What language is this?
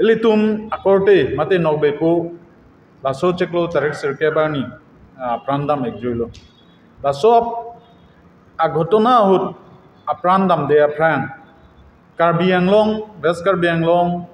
Karbi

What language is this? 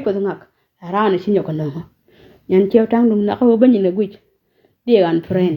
Nuer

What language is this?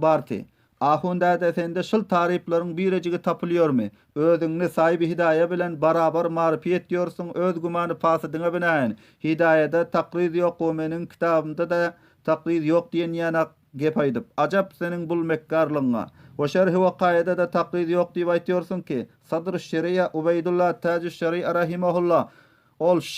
Turkmen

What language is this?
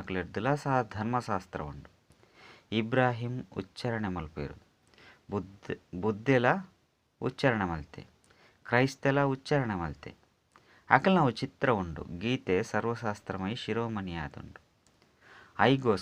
Tulu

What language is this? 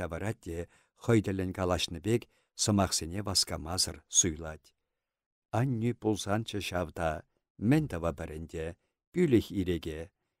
Chuvash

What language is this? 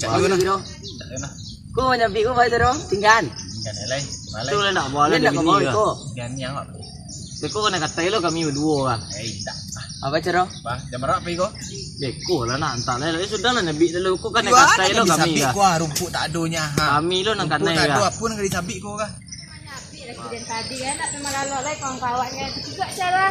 Minangkabau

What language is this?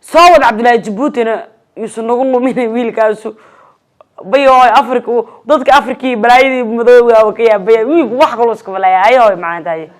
Somali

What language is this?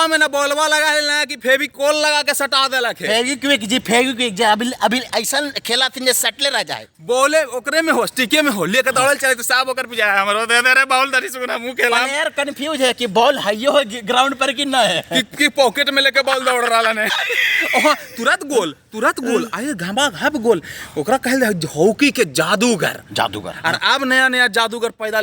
Magahi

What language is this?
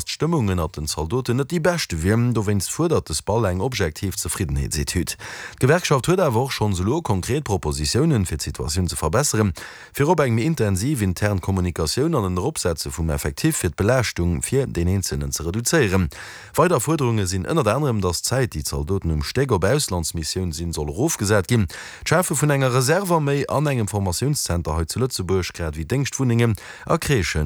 Luxembourgish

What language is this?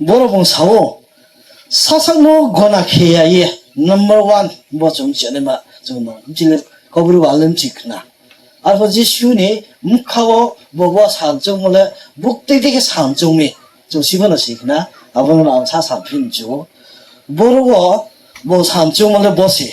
Riang (India)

